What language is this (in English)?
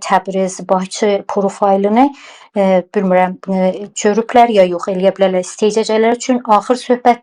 South Azerbaijani